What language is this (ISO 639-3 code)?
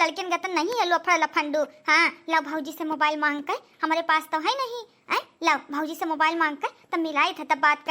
awa